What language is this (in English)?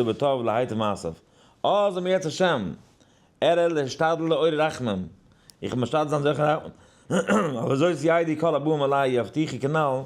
Yiddish